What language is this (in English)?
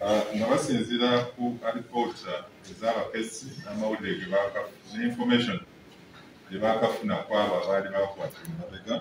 Ganda